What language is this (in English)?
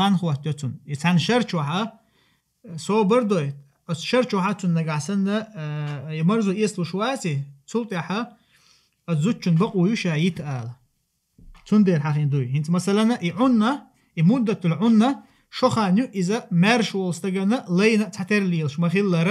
Chechen